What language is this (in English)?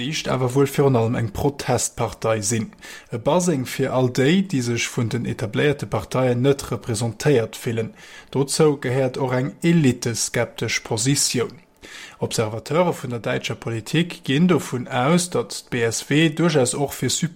Luxembourgish